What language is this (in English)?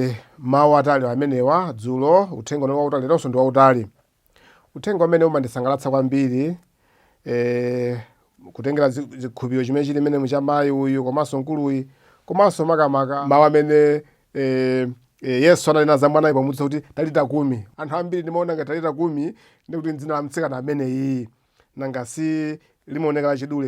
Nyanja